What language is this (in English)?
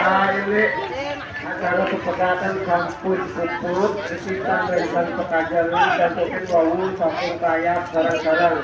Balinese